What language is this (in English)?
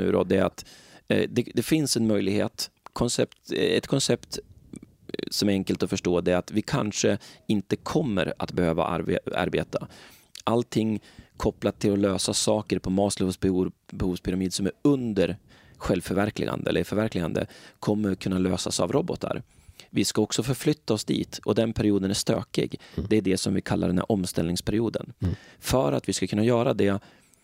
Swedish